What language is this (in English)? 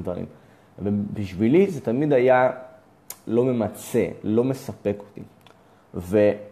Hebrew